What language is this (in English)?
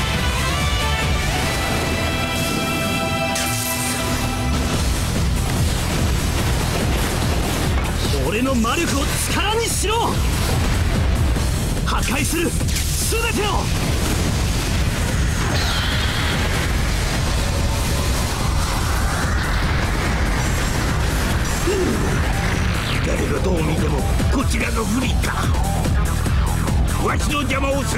Japanese